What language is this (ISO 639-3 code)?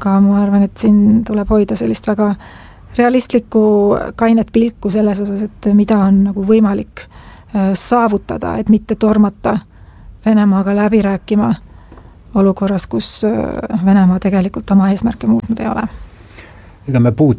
est